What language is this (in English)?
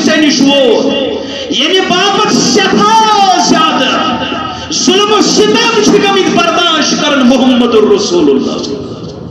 Kashmiri